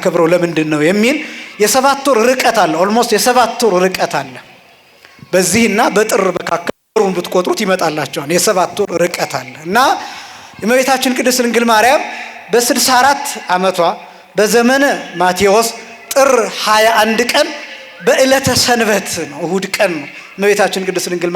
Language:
Amharic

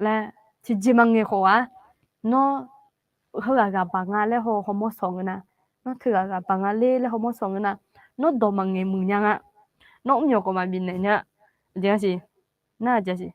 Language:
Akha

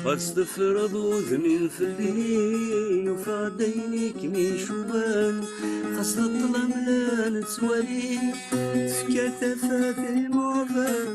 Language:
Kabyle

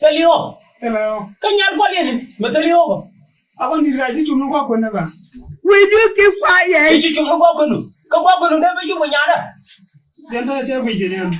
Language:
Nuer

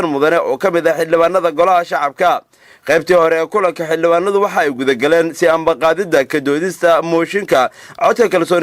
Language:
Somali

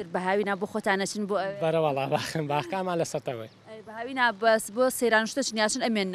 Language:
Central Kurdish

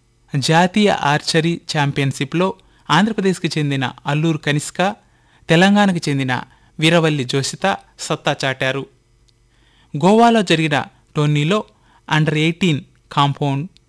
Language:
Telugu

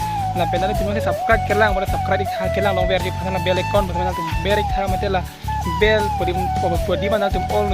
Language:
Karbi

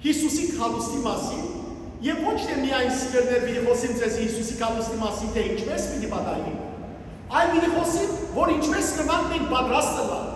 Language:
Western Armenian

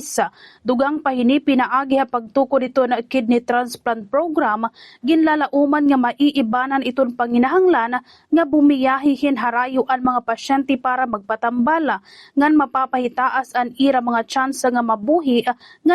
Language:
Waray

